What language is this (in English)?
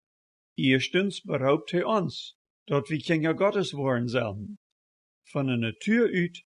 Plautdietsch